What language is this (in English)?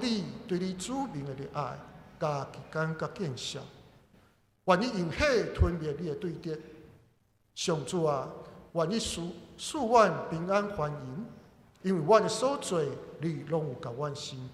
Min Nan Chinese